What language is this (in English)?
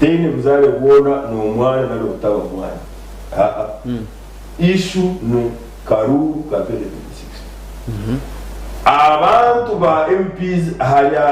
Nyankole